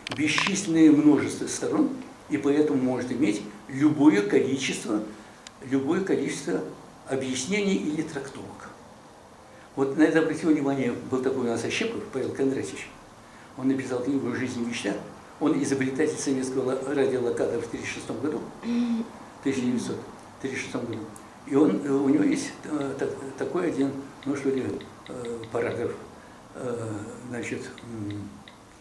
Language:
Russian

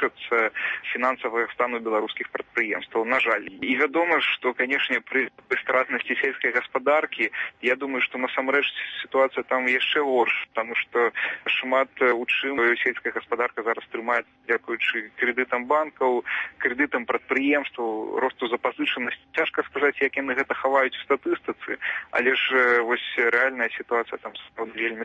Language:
Belarusian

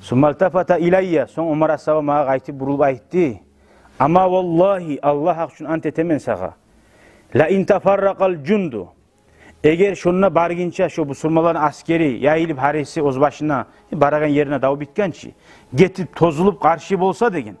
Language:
Kumyk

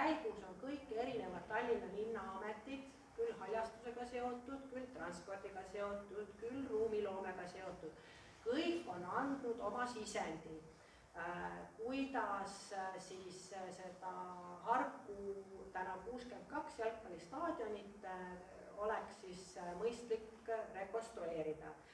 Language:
Estonian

